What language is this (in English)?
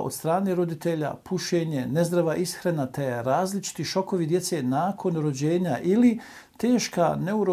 Bosnian